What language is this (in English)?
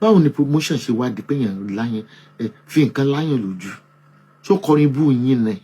Yoruba